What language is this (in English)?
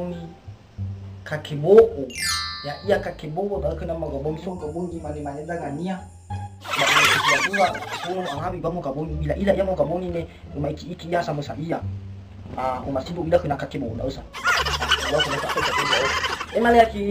Nias